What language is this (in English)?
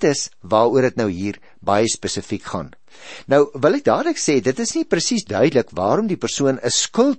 Afrikaans